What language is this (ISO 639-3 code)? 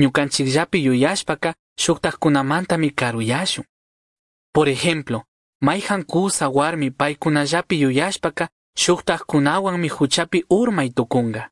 qug